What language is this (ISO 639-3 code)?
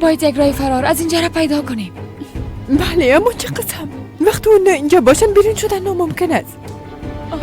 fas